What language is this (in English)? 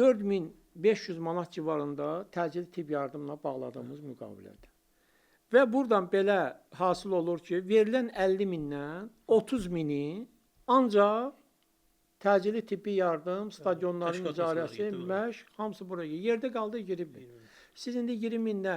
Azerbaijani